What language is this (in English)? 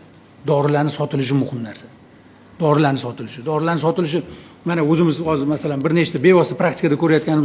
Uzbek